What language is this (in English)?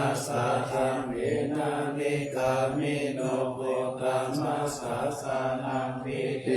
Pali